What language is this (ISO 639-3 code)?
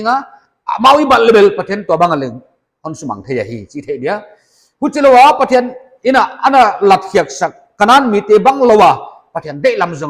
pck